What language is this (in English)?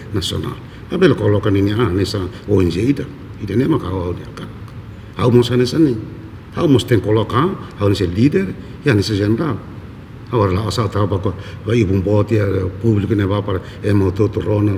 Tetum